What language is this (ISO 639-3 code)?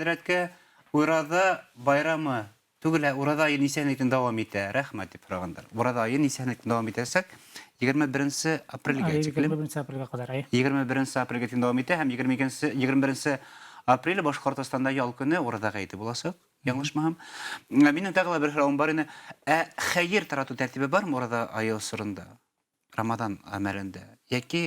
bak